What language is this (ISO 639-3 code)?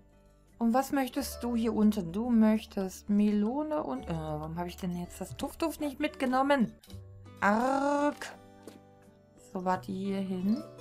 deu